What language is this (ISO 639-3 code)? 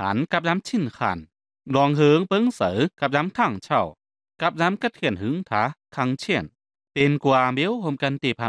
tha